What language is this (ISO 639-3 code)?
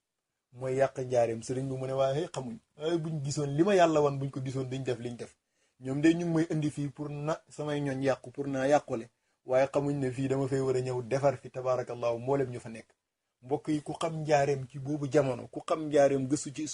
wol